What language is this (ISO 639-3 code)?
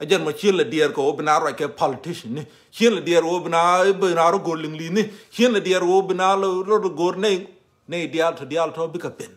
nus